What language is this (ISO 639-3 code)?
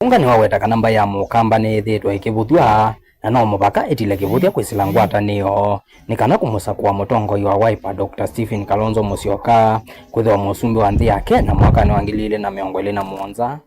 kam